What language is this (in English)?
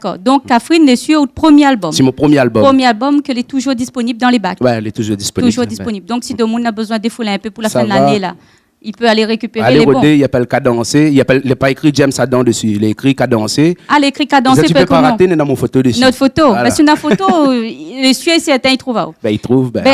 Réunion Creole French